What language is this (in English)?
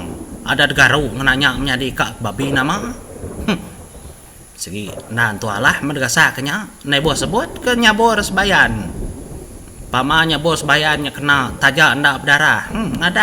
Iban